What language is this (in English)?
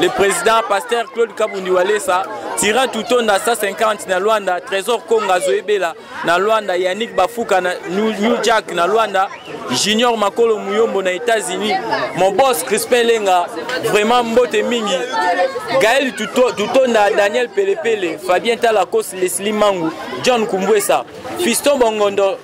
Lingala